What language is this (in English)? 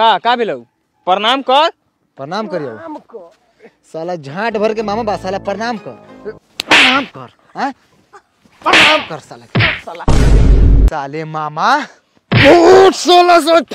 Bhojpuri